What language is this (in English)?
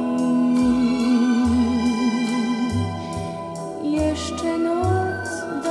Polish